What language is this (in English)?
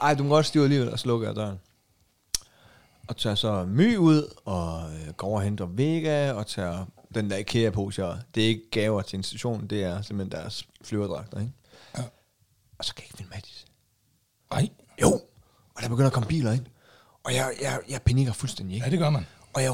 Danish